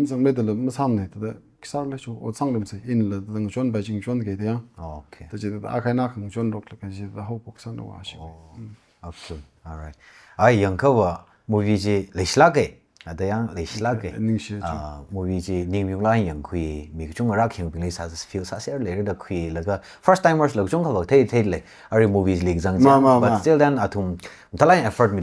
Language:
Tangkhul Naga (India)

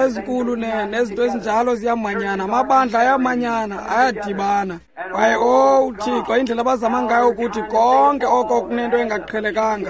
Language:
Xhosa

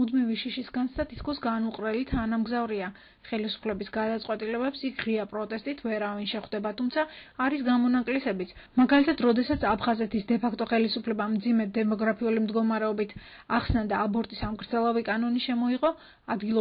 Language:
Georgian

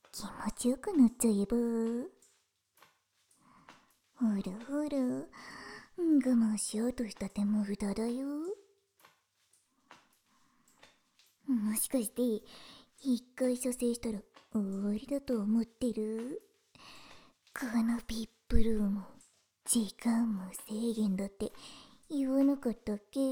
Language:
Japanese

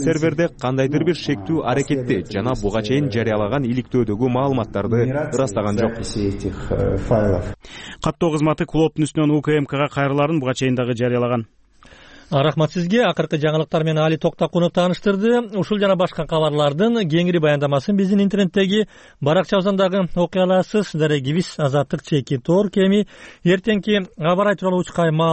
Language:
Kyrgyz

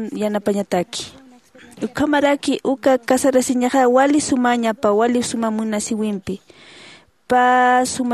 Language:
Aymara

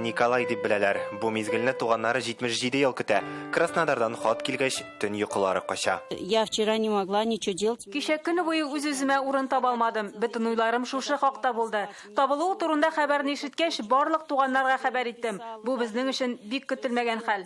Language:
Tatar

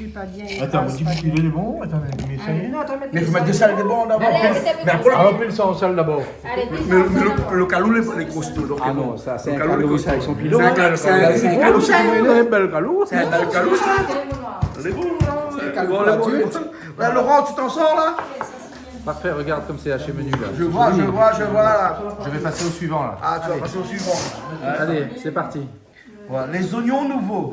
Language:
Réunion Creole French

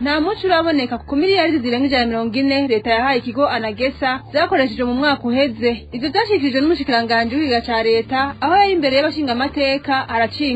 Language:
Rundi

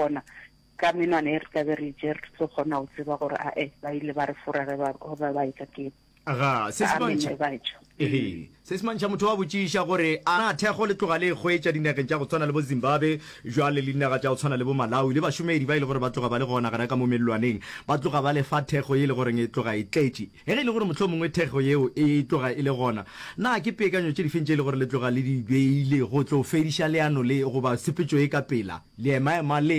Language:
Northern Sotho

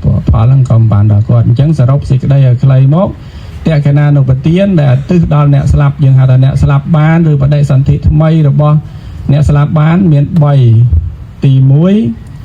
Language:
Khmer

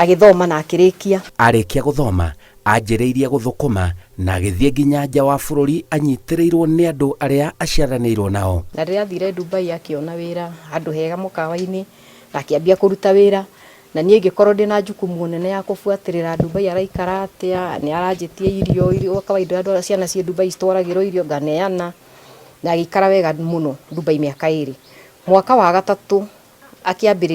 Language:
Kikuyu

